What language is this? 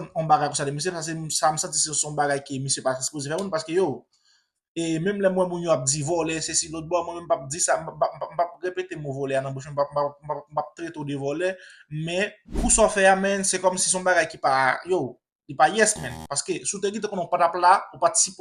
Haitian Creole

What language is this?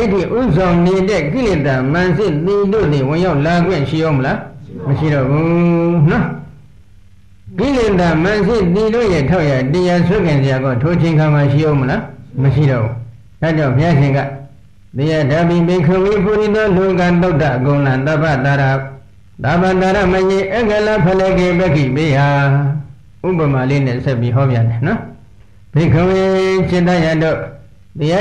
Burmese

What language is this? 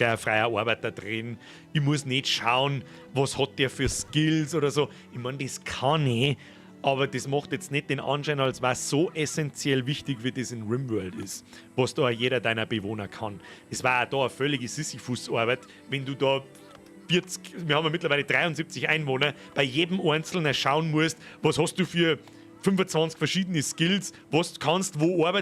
Bavarian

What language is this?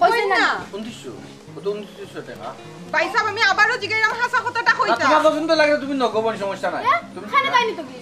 Sylheti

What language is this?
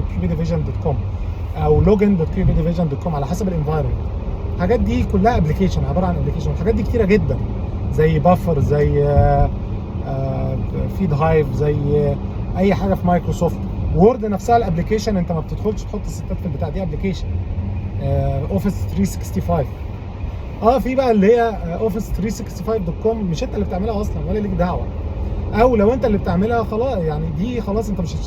Egyptian Arabic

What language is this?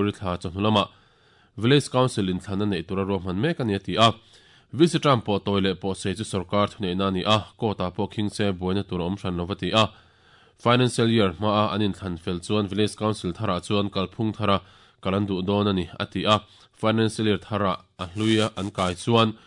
Mizo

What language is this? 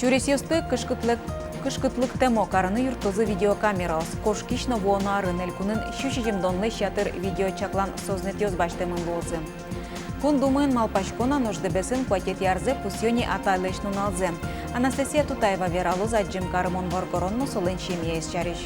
Udmurt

